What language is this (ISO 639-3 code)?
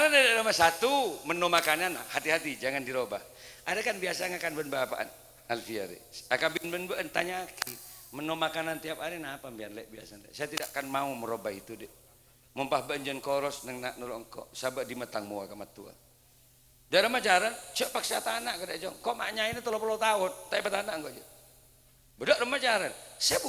mad